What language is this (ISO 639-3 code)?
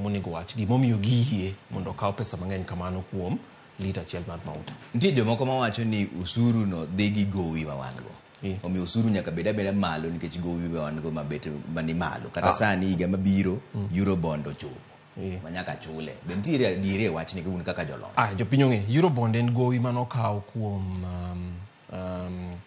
luo